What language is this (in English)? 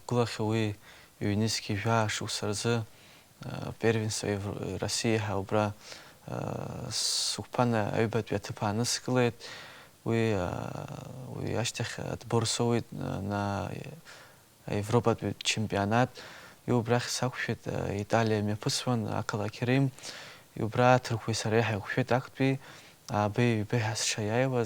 Abkhazian